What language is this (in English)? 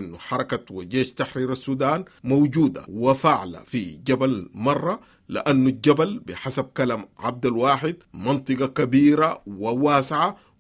Sudanese Arabic